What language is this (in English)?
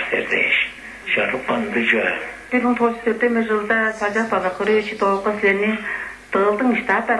Tuvinian